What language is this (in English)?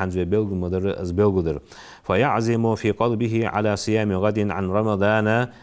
Ingush